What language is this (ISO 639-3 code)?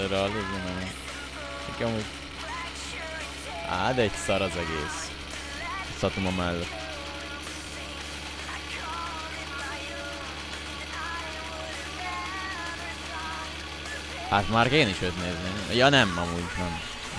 hun